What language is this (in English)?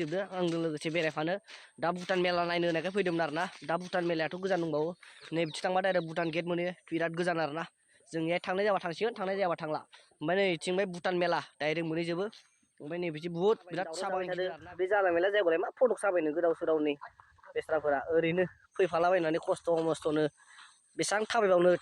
Bodo